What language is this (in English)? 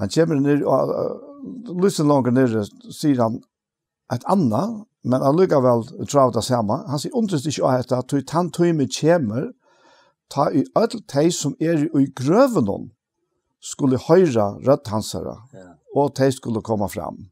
Faroese